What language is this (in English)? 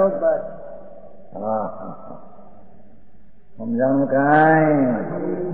Gujarati